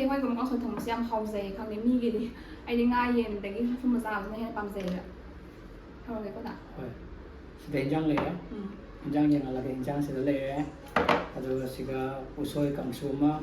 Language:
Manipuri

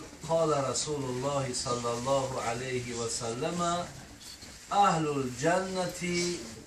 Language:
Tajik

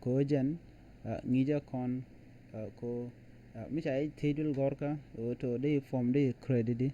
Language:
Nuer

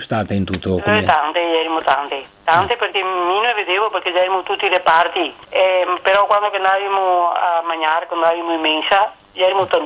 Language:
Venetian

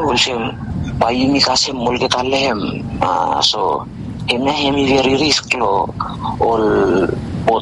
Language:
Bislama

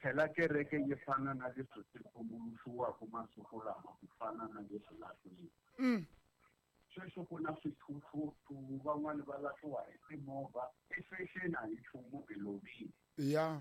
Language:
Tsonga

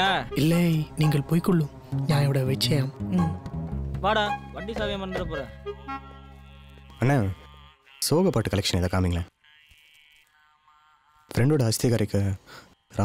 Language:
Tamil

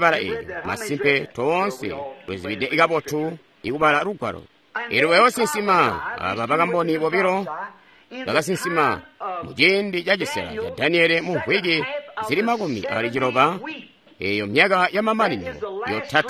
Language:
Tonga (Zambia)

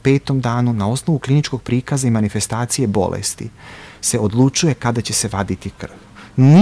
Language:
Serbian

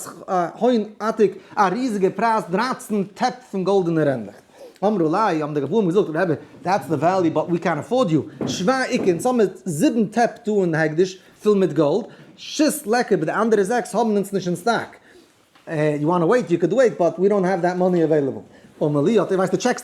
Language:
Yiddish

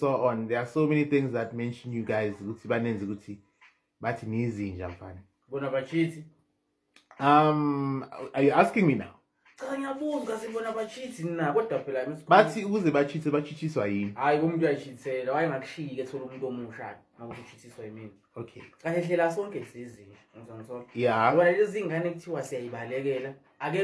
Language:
Zulu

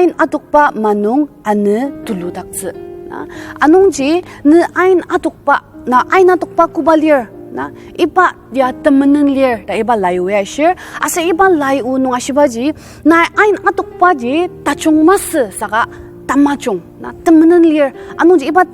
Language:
Ao Naga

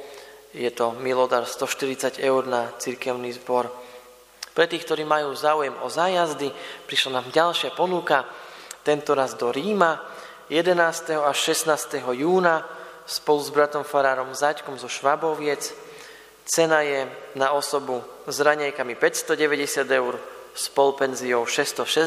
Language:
Slovak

